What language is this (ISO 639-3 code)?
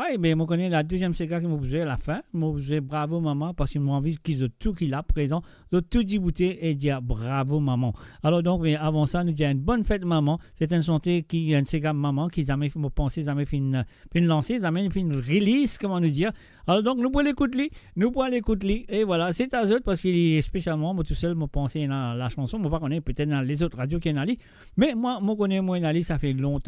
mfe